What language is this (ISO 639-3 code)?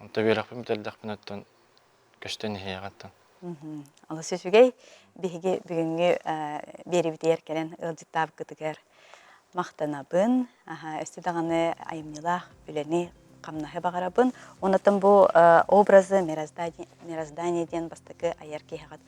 sah